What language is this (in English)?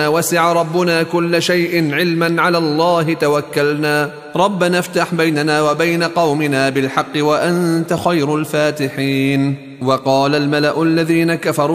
Arabic